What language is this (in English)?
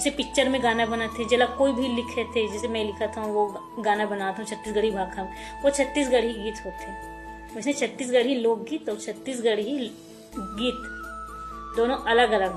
Chhattisgarhi